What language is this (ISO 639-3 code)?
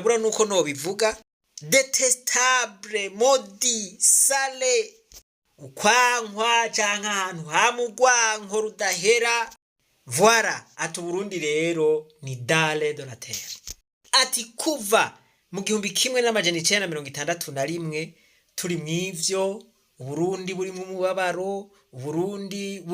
run